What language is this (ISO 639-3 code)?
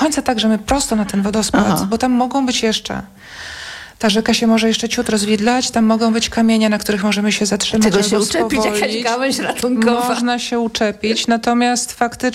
pol